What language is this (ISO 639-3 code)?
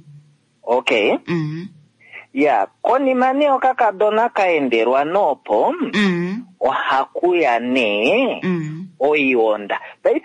kua